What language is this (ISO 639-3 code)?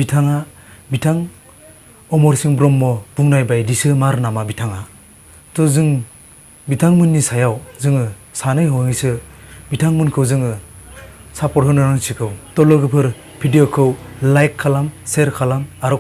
brx